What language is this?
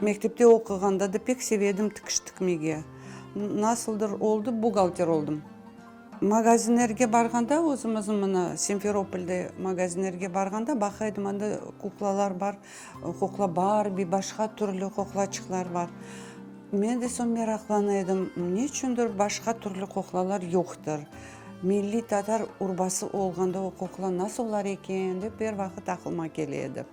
Crimean Tatar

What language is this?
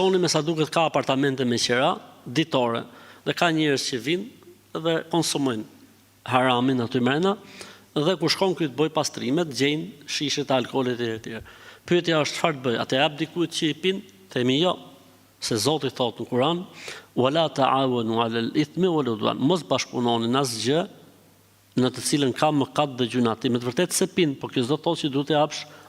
Albanian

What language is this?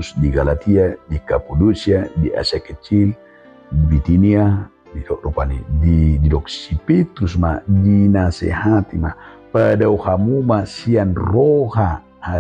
Batak Toba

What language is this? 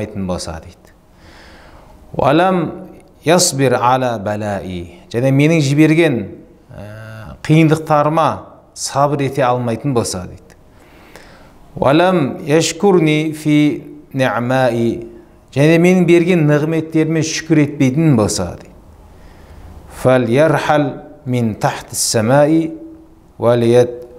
Kazakh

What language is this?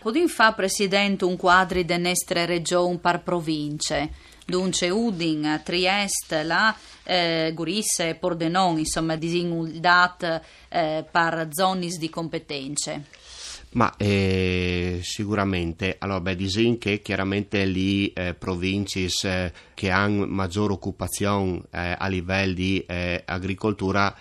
Friulian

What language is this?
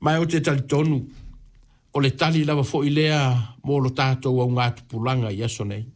Samoan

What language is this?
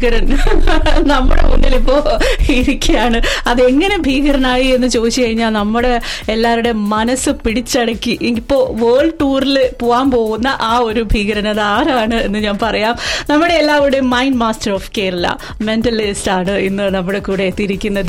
Malayalam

